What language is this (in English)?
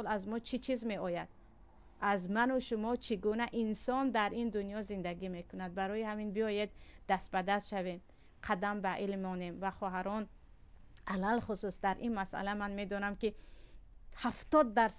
Tajik